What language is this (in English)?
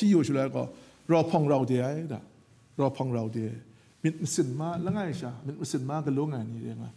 Kachin